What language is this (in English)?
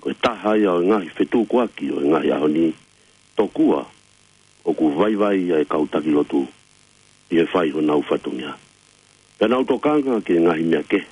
Tongan